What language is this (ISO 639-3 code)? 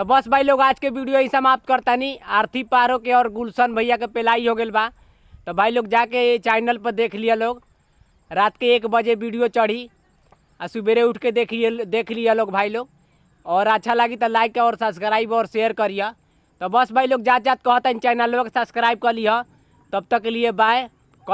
bho